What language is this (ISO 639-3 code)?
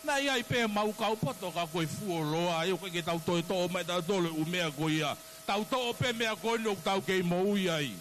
ton